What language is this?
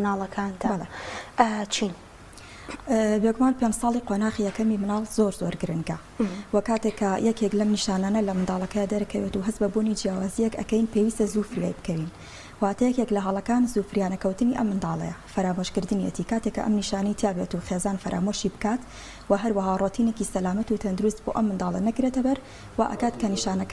Central Kurdish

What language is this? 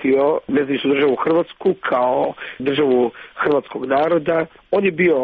Croatian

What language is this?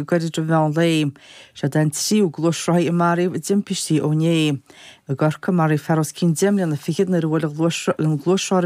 Irish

